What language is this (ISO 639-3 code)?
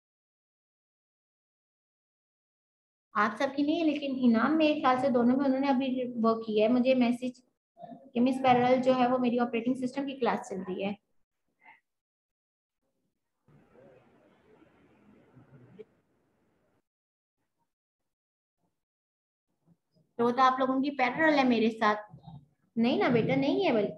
hin